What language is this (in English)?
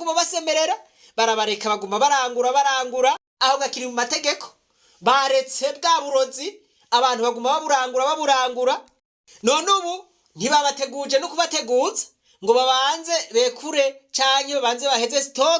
Rundi